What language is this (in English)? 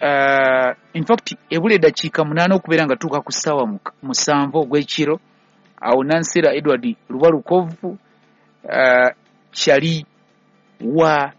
Ganda